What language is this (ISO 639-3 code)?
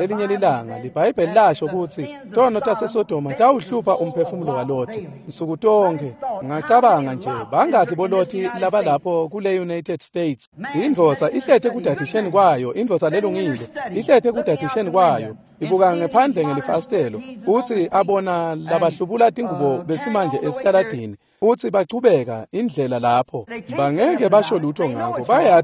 ssw